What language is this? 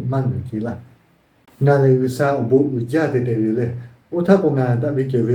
Lahu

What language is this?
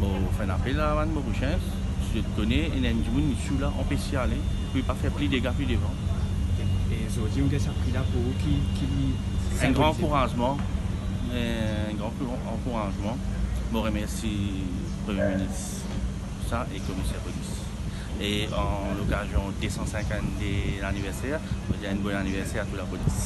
Morisyen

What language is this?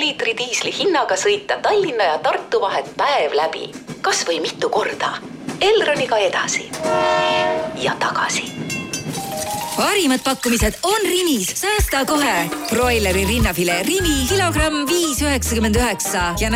Estonian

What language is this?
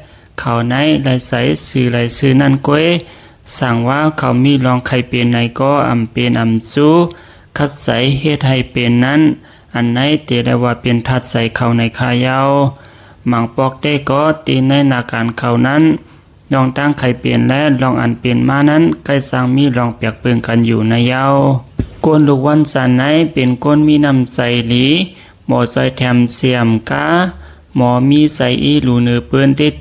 Shan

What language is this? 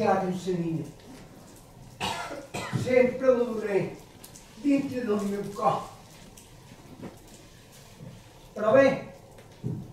Catalan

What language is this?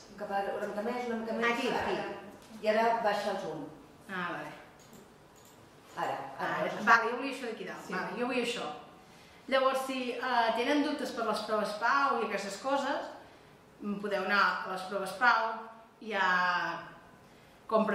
Catalan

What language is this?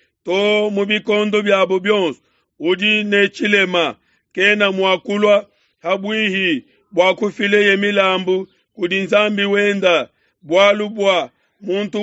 Luba-Lulua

